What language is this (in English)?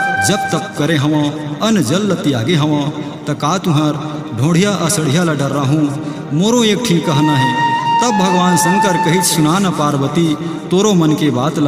Chhattisgarhi